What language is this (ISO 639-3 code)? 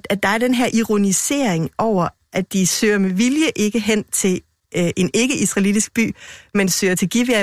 dan